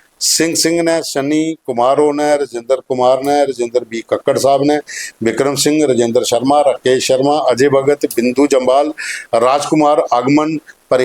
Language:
Dogri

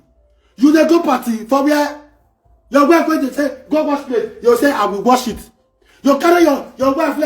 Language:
Nigerian Pidgin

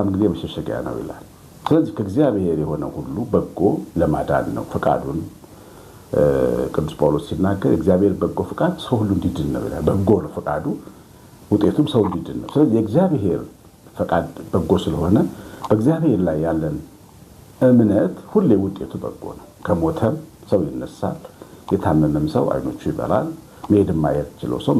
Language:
Amharic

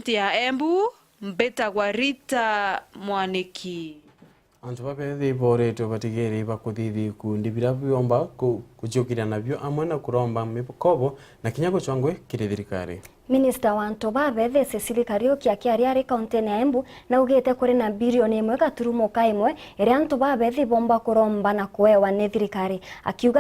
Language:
Meru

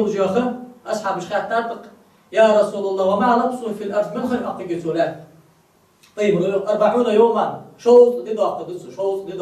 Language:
Ingush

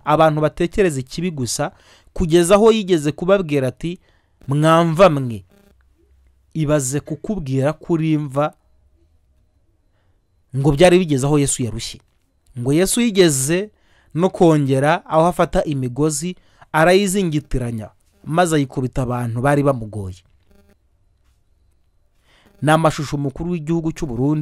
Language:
Kinyarwanda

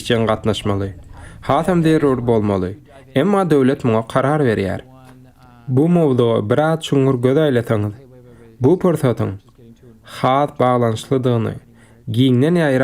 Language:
Turkmen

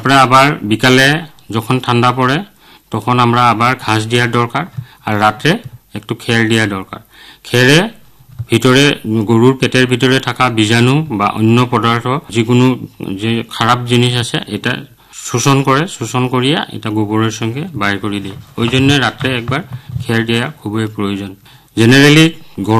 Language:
Bangla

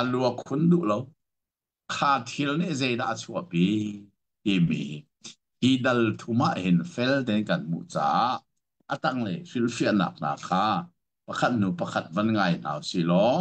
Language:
Hakha Chin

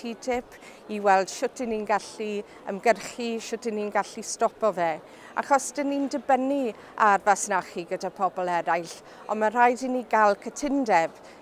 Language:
Welsh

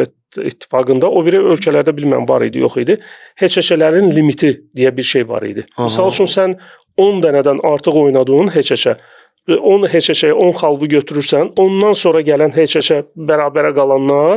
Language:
Azerbaijani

